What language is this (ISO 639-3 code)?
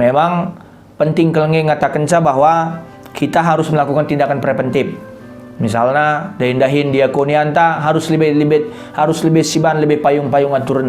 btx